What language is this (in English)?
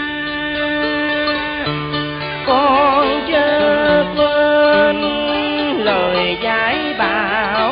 Vietnamese